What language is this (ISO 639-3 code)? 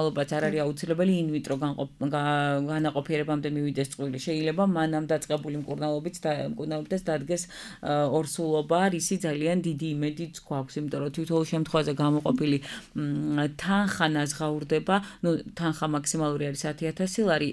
kat